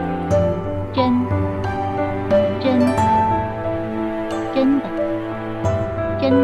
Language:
Chinese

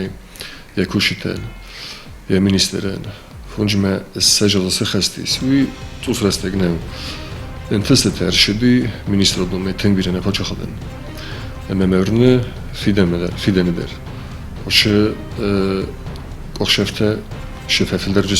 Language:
Ossetic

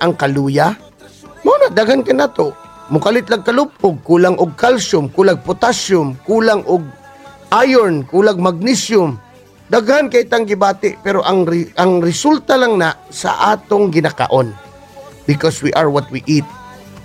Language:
Cebuano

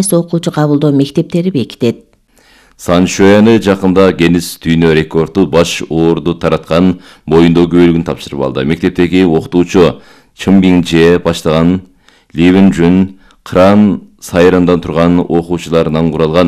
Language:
Kyrgyz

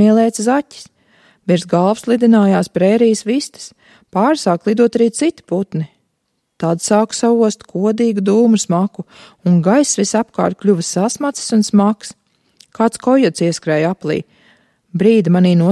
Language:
Latvian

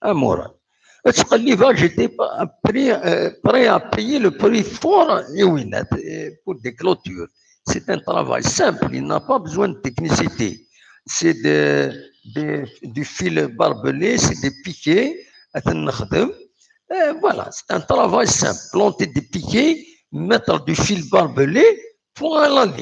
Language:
Kabyle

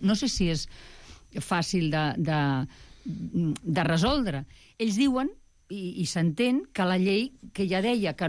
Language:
Catalan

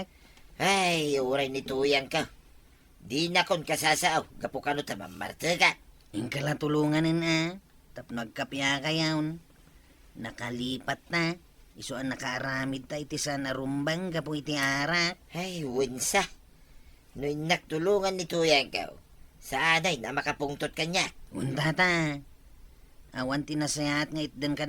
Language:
Iloko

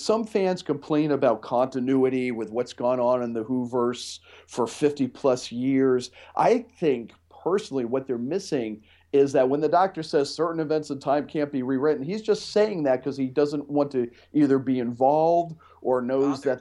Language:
English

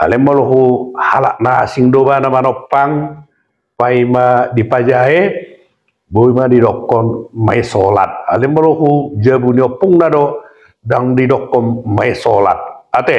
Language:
Batak Toba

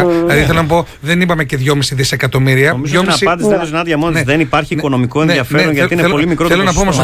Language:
Greek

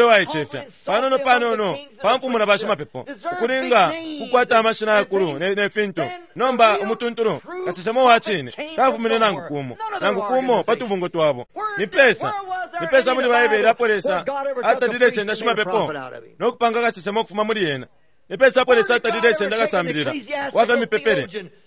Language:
Bemba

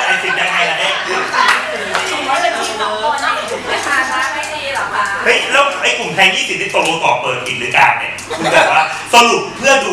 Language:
Thai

